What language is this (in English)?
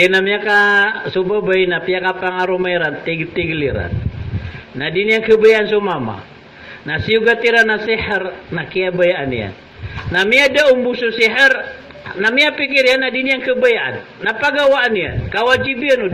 Maranao